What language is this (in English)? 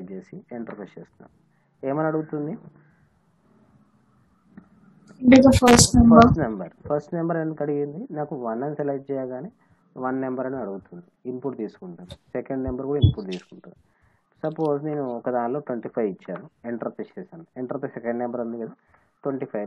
Telugu